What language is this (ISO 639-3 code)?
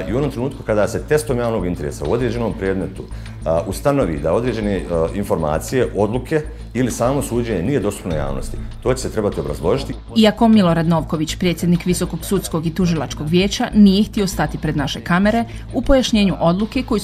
bos